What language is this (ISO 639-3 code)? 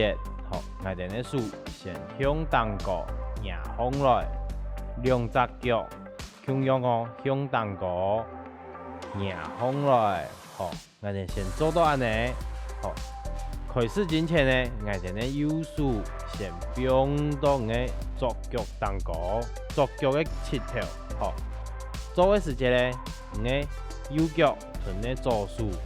hak